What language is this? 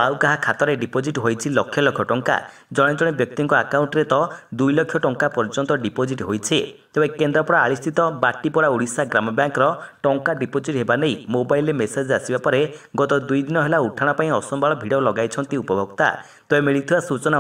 Odia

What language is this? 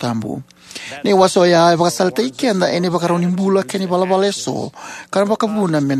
Fijian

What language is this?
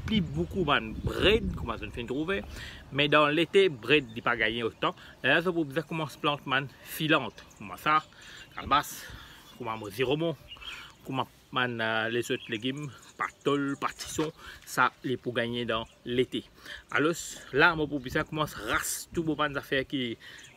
Morisyen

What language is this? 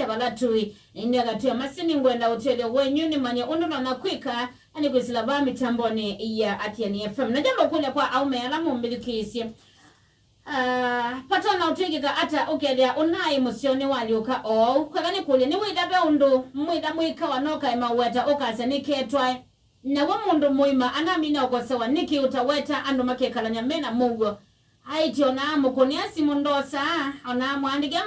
Kamba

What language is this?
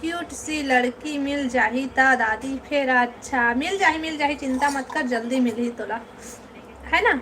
Chhattisgarhi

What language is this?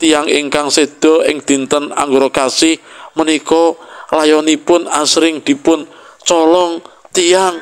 Javanese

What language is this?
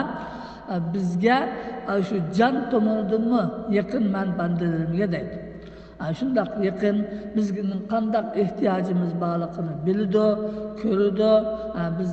Uyghur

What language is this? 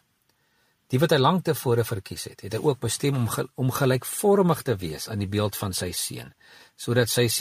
Afrikaans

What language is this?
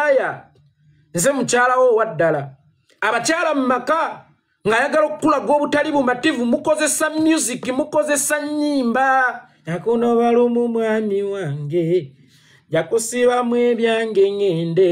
Ganda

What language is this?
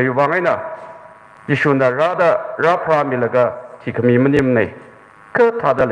Tangkhul Naga (India)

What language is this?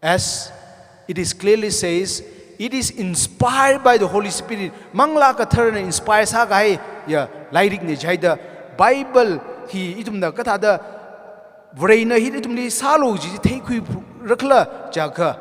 Tangkhul Naga (India)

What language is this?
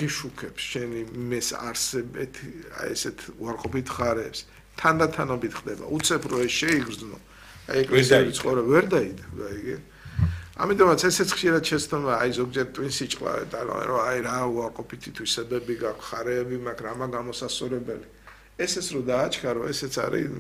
Georgian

